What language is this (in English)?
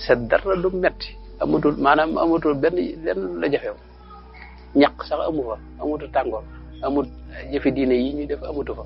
Wolof